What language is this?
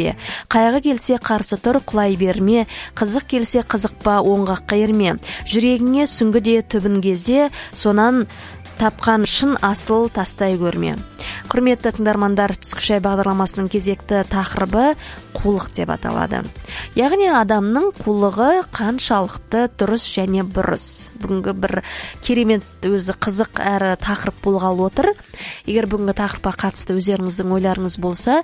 Kazakh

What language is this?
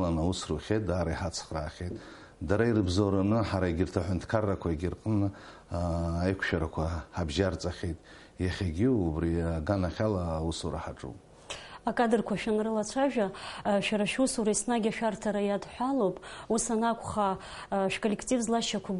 Abkhazian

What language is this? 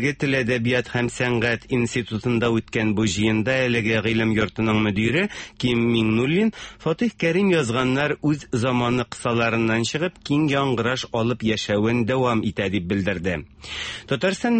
Tatar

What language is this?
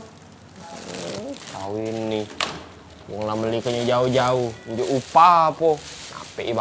Musi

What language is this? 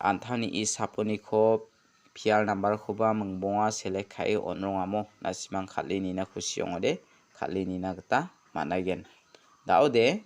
Garo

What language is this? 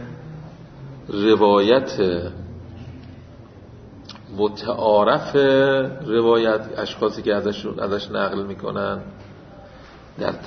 Persian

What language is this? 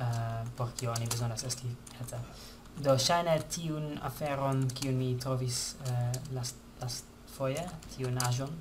Esperanto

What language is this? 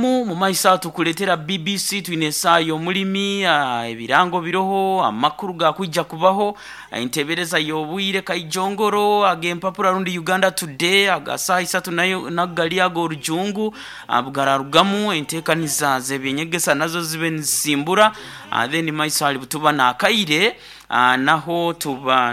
Nyoro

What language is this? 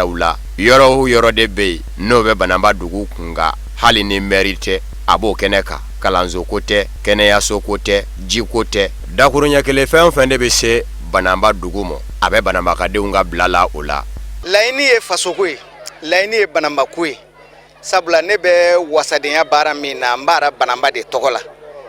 Bambara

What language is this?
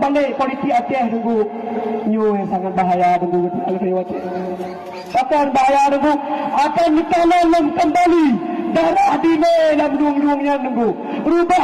Achinese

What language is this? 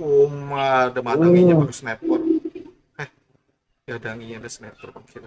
Banjar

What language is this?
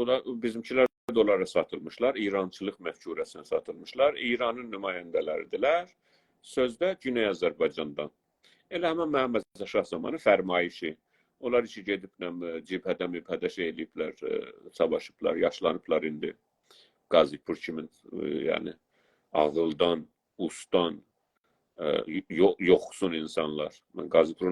South Azerbaijani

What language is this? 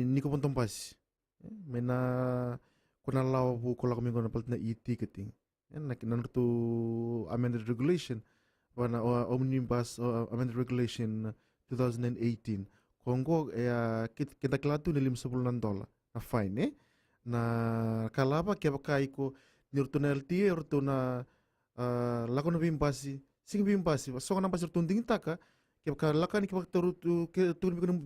Fijian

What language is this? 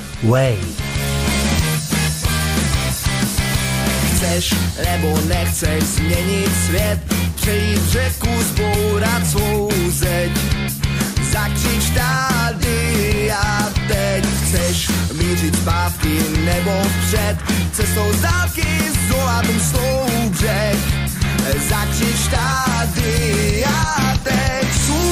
Czech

